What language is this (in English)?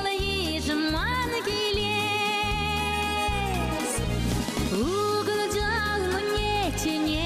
Chuvash